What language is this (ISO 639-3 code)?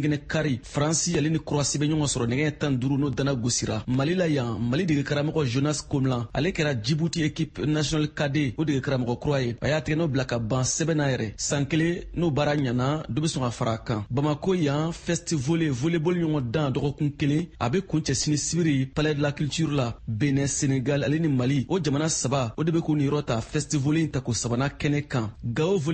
bam